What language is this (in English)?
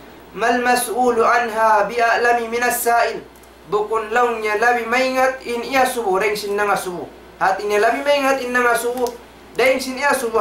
Tausug